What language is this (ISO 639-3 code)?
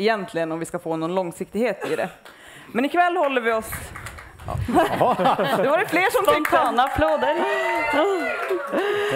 swe